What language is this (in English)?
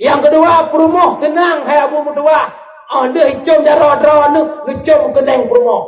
Achinese